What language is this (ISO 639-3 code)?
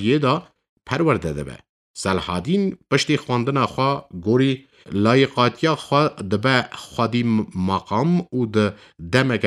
kur